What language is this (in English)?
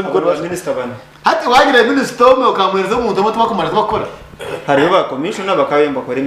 Nyankole